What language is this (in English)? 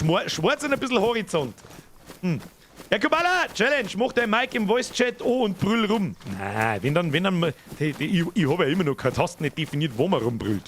Bavarian